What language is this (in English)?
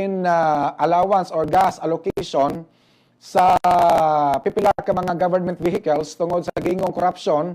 Cebuano